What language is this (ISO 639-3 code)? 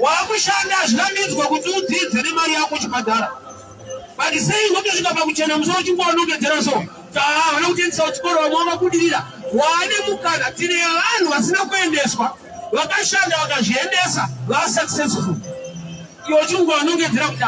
sna